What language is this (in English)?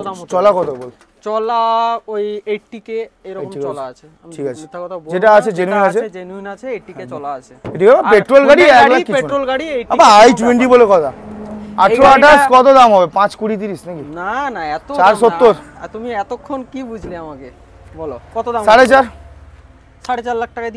Bangla